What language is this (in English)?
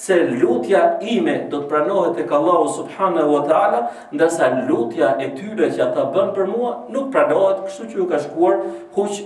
Albanian